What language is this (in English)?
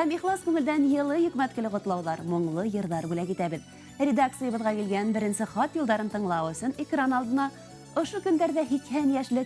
Bashkir